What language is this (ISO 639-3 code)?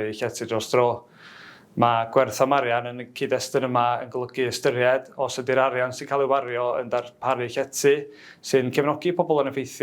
cym